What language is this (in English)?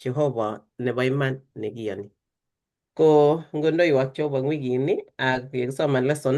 Kalenjin